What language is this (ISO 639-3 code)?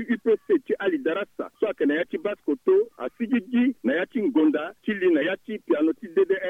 sag